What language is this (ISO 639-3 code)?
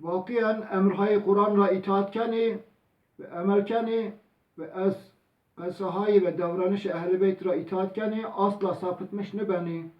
zza